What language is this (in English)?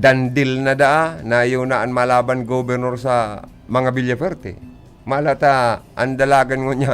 Bikol